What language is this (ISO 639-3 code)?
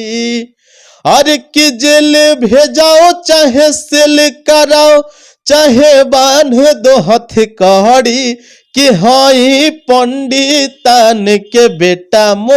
bho